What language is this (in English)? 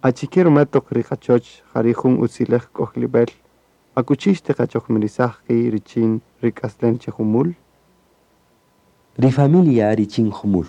Kaqchikel